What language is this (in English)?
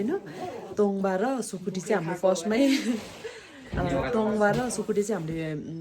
Nepali